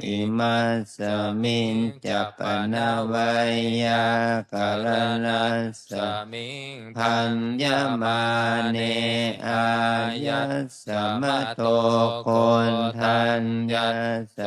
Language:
Pali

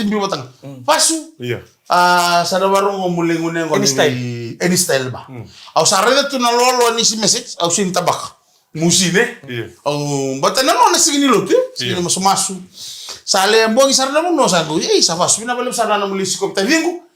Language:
Fijian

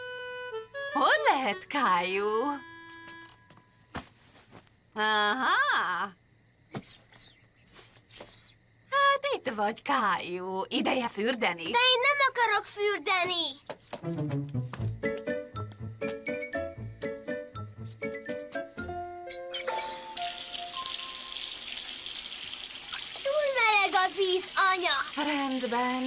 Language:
Hungarian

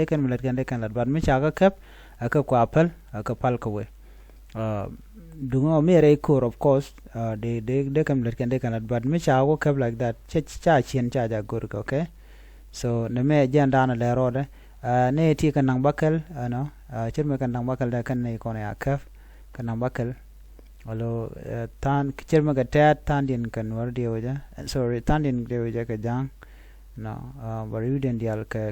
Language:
Nuer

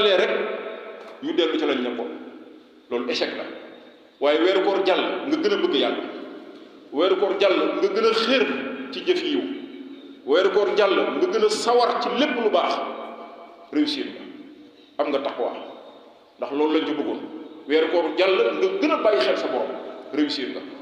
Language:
Wolof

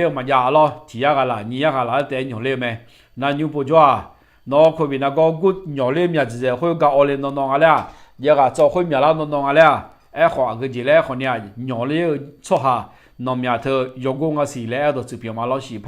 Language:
Akha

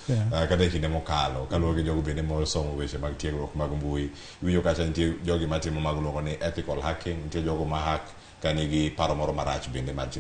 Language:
Luo (Kenya and Tanzania)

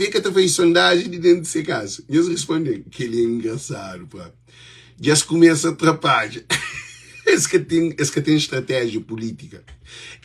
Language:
Kabuverdianu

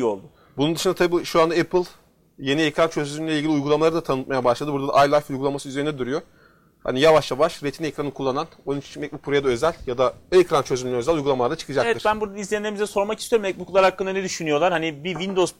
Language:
Turkish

